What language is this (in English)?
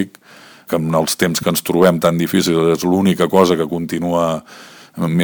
Catalan